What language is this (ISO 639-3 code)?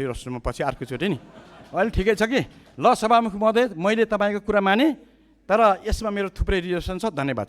nep